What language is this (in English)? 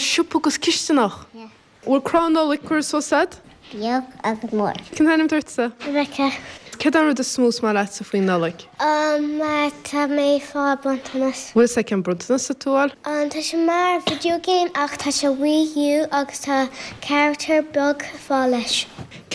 Irish